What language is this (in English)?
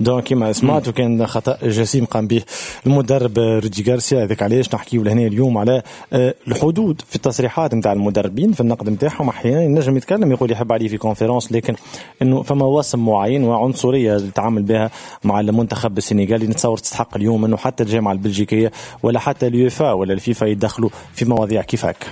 Tunisian Arabic